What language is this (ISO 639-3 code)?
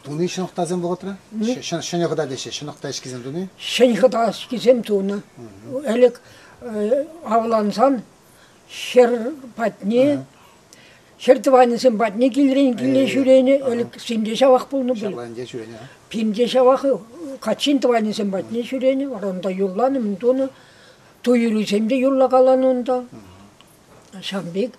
chv